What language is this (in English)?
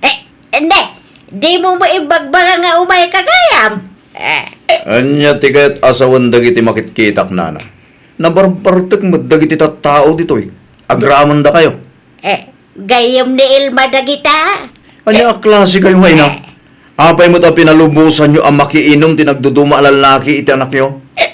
Iloko